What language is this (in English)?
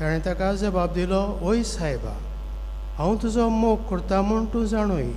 Konkani